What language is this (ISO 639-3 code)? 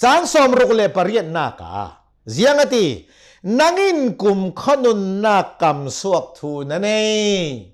cnh